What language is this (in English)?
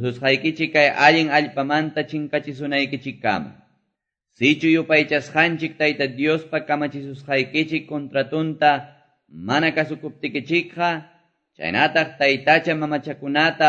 Quechua